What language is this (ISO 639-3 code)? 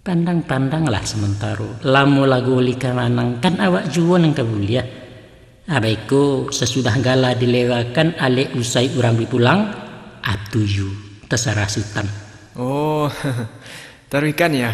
min